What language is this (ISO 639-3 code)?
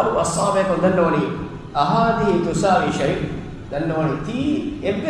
div